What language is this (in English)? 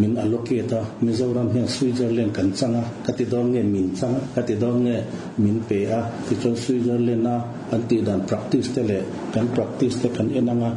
Mizo